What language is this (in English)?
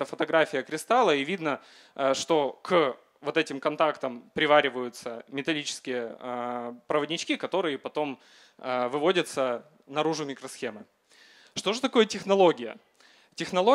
Russian